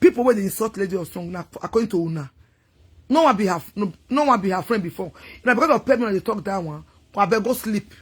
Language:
Nigerian Pidgin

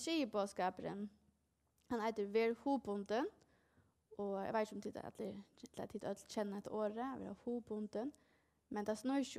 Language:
Faroese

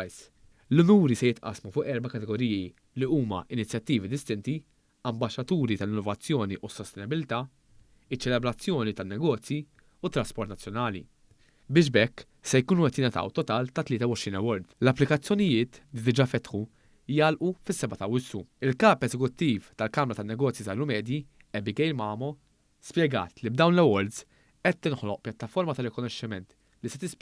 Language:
Maltese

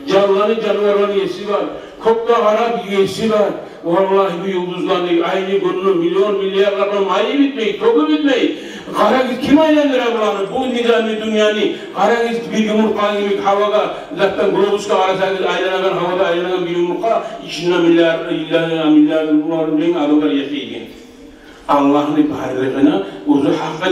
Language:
Kumyk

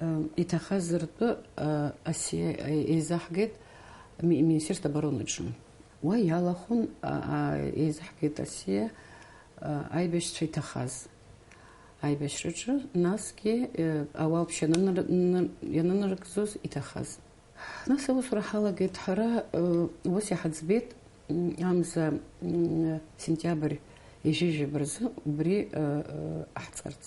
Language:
Abkhazian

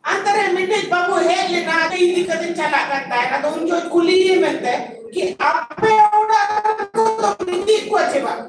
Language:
Santali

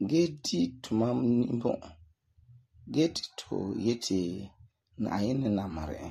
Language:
Frafra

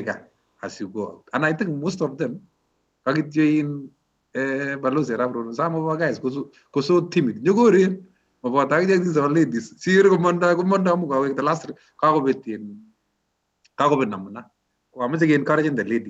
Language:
Kalenjin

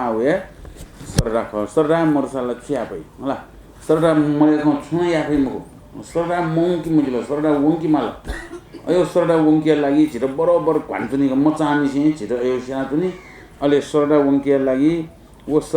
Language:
Newari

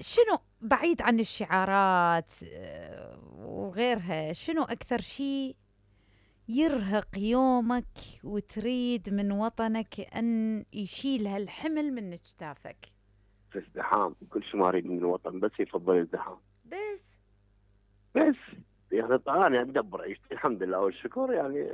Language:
Mesopotamian Arabic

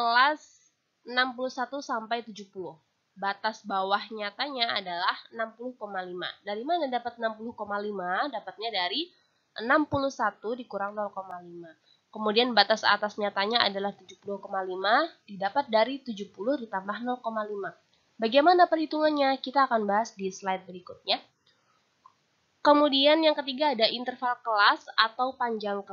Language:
Indonesian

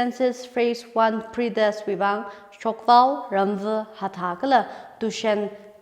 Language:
Tangkhul Naga (India)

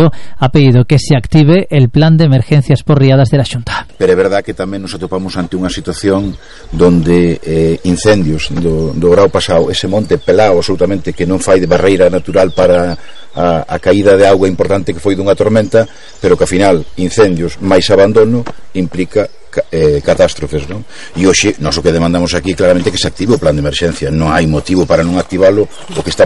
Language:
Galician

